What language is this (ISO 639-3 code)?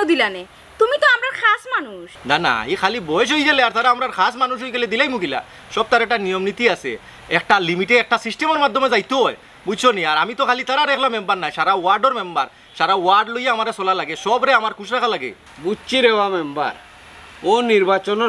syl